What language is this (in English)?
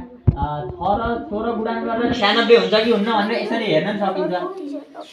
Nepali